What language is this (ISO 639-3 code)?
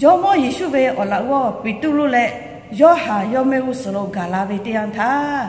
lhu